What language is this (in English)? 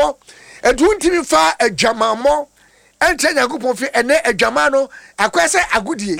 Akan